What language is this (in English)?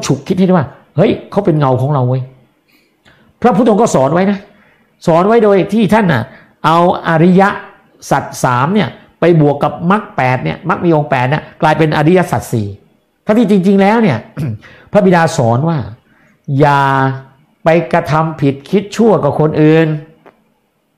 Thai